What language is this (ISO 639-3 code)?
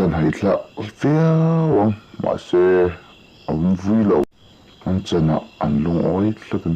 lus